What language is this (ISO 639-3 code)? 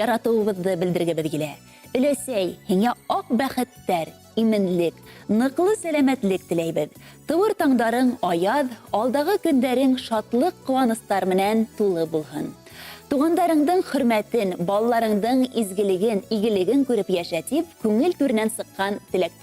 bak